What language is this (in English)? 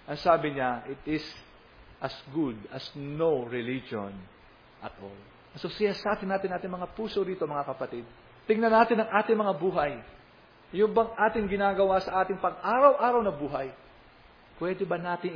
Filipino